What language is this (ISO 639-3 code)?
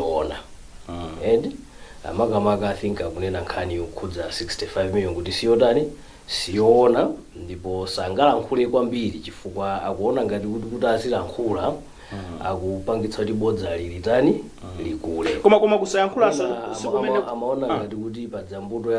nya